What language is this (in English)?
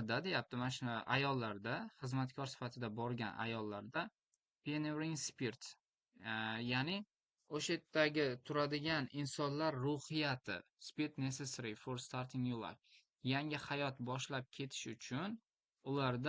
Uzbek